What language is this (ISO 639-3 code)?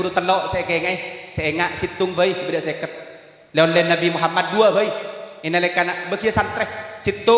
mad